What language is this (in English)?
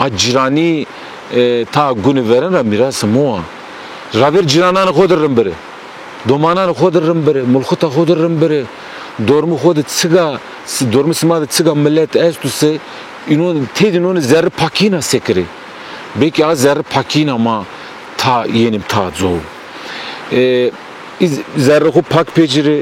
Zaza